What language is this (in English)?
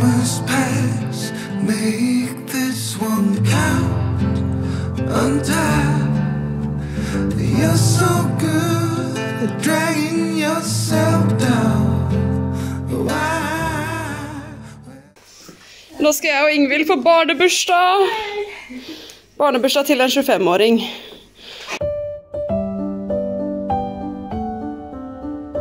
Norwegian